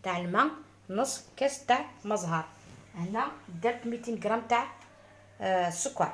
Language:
Algerian Arabic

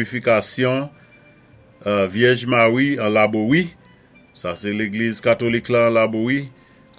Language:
Saint Lucian Creole French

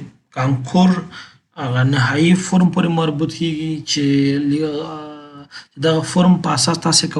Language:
Pashto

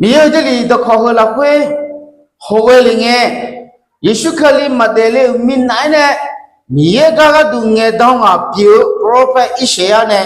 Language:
Akha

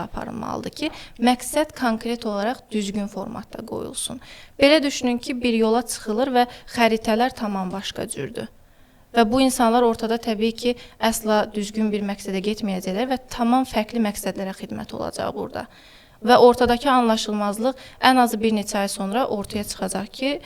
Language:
Azerbaijani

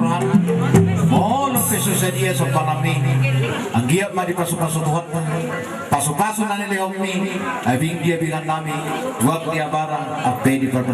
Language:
Batak Toba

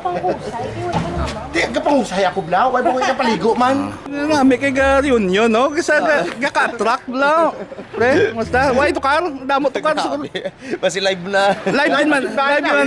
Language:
Hiligaynon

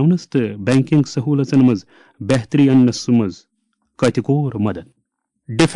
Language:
Kashmiri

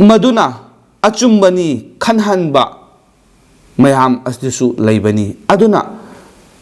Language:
Manipuri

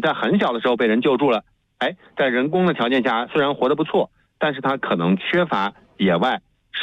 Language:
Chinese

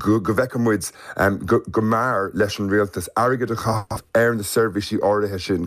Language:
Irish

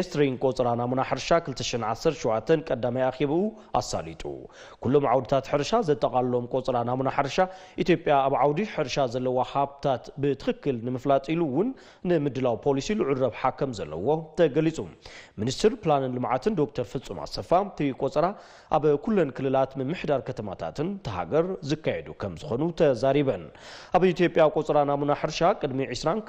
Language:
Tigrinya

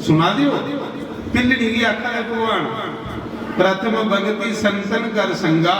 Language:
Dogri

